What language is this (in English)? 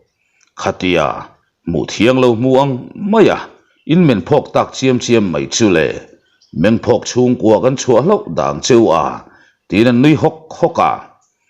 Mizo